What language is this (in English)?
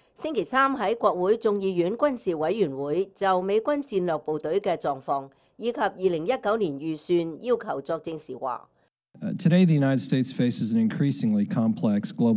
Cantonese